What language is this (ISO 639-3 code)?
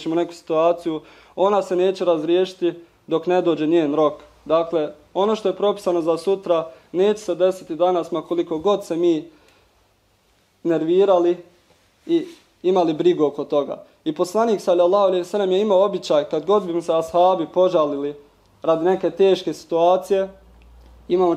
bos